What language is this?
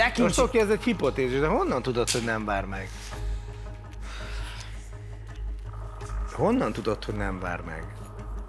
Hungarian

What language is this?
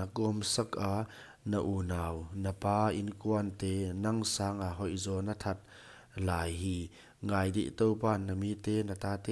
Paite Chin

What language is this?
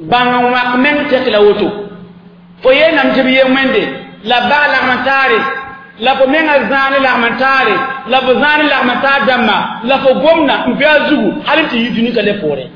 Mossi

